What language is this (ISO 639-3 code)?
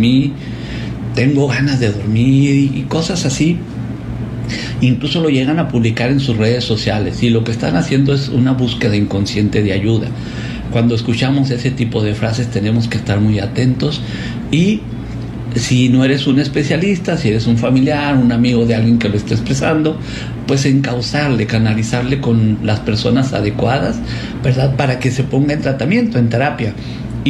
spa